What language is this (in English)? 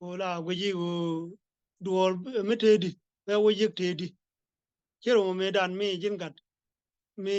Nuer